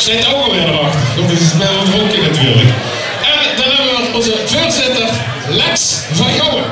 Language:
Limburgish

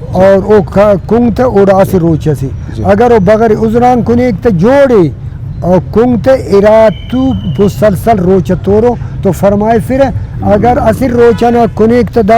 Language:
Brahui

